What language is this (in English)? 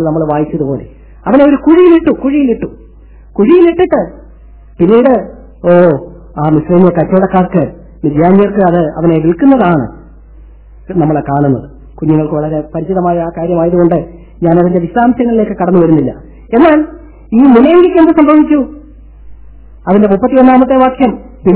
Malayalam